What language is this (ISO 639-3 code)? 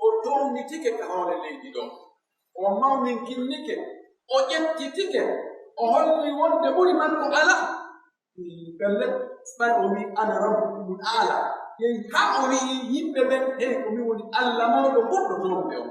fuf